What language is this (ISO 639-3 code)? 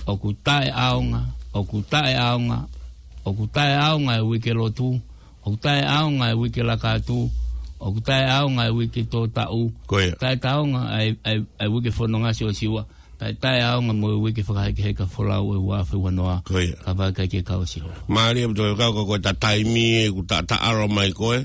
ton